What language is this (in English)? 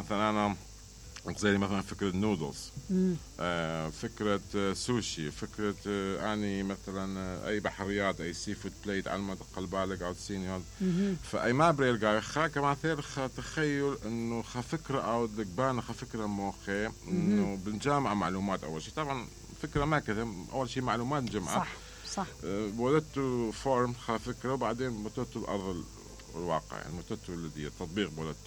Mesopotamian Arabic